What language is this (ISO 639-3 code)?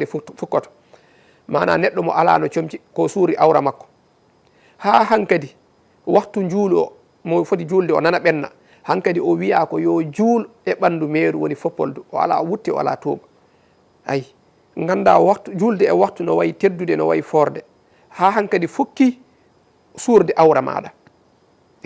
ful